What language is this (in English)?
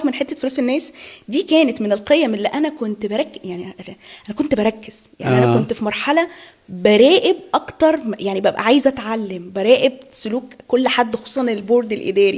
Egyptian Arabic